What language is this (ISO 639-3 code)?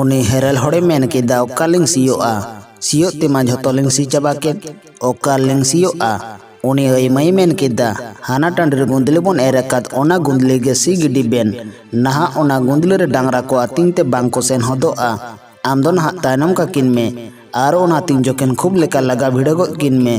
sat